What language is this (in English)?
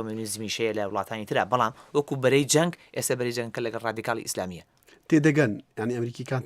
Central Kurdish